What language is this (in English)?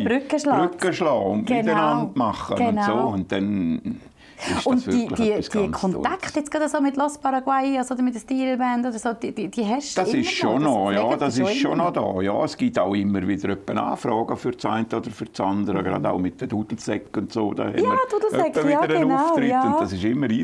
Swiss German